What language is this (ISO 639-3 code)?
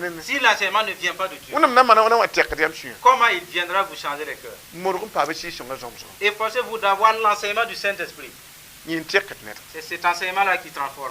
mos